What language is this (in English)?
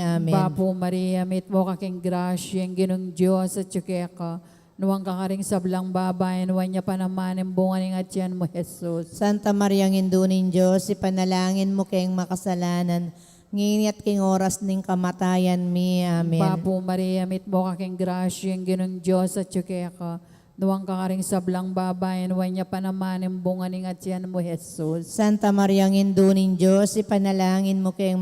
Pampanga